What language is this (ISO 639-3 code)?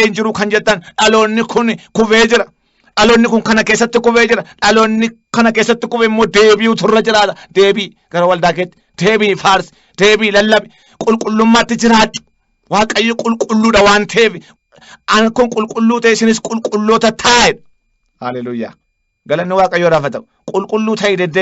orm